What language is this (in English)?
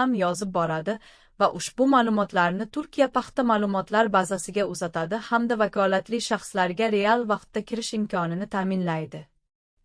Uzbek